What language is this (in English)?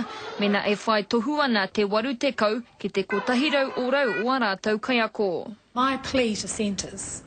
Māori